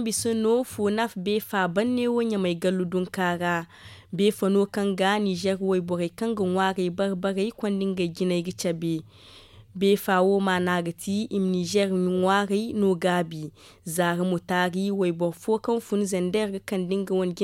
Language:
Zarma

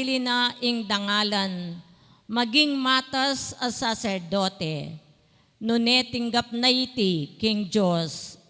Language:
Pampanga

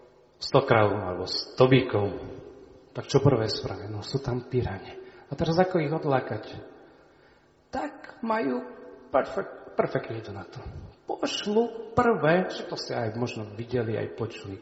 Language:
Slovak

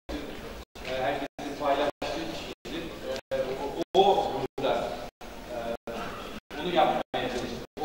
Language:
Turkish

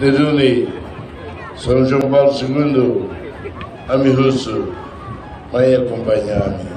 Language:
Tetum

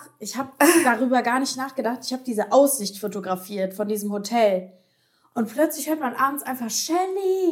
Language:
German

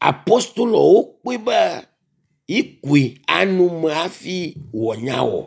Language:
Ewe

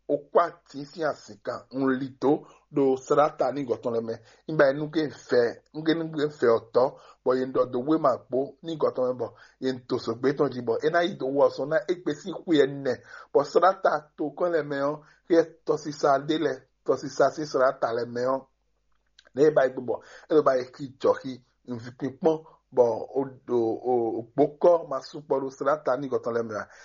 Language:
Fon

